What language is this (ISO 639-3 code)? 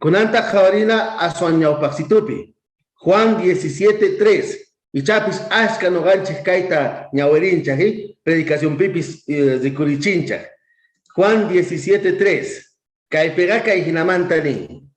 quh